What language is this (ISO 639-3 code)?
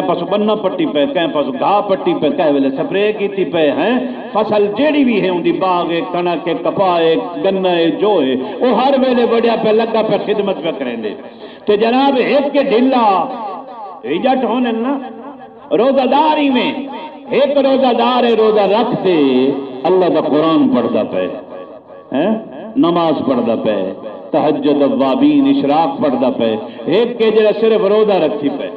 skr